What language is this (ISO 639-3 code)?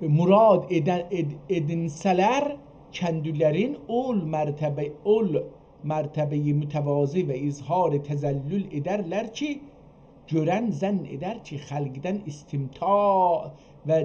azb